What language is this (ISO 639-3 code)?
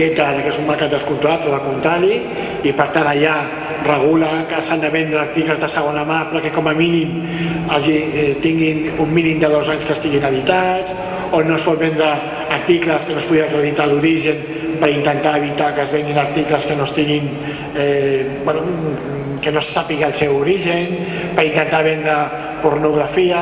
cat